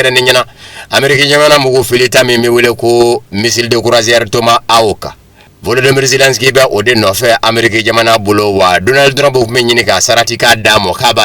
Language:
Bambara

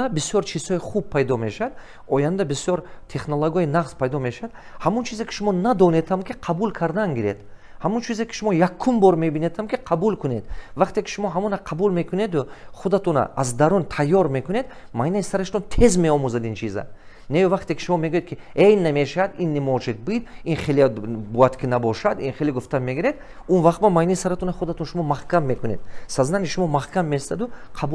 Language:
Tajik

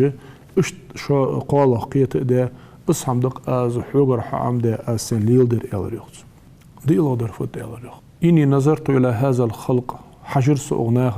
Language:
Ingush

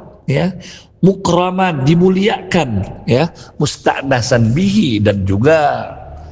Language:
Indonesian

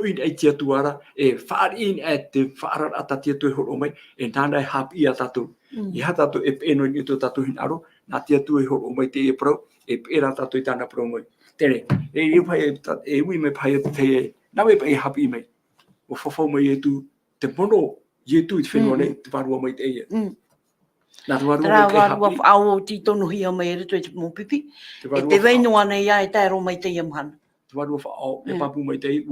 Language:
Tahitian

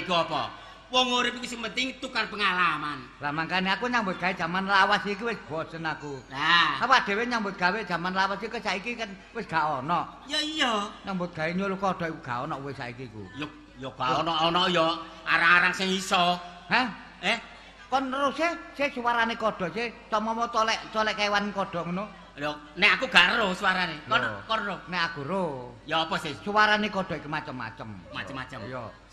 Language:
Javanese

